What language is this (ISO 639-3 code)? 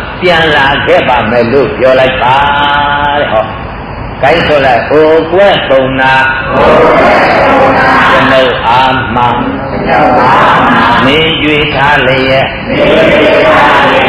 mya